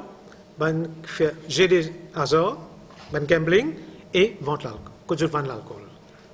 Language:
Morisyen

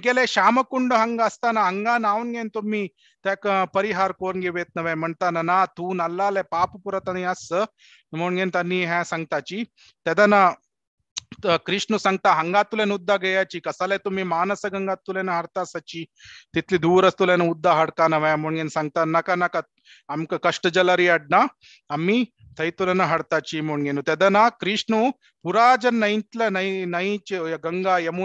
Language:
Konkani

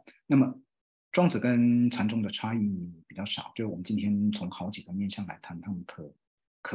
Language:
Chinese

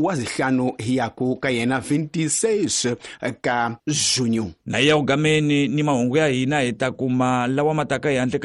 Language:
Tsonga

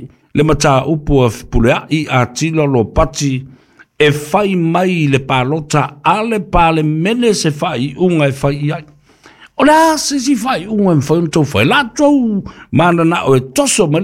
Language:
Samoan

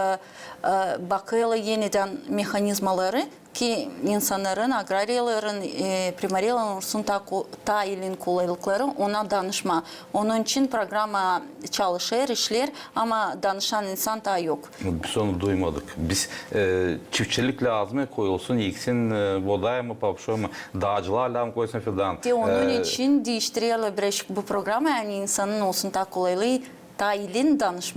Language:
Gagauz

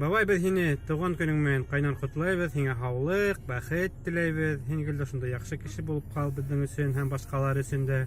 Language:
Bashkir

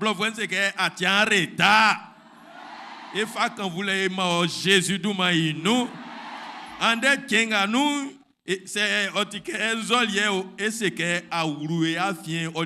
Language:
Baoulé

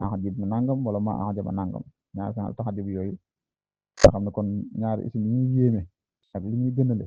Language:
Wolof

